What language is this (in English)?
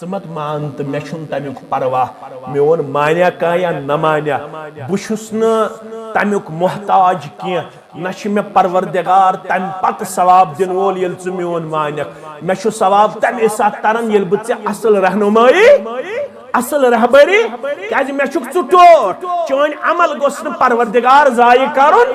Kashmiri